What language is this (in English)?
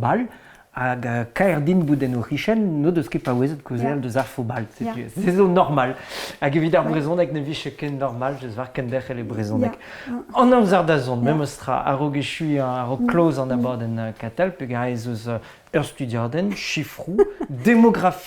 Breton